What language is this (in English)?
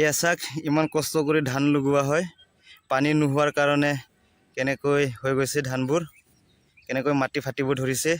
Assamese